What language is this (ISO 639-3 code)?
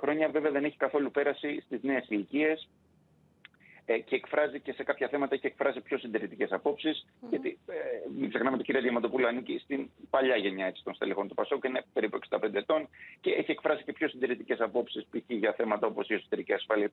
ell